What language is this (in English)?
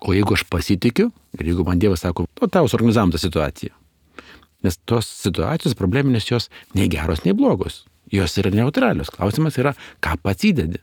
Lithuanian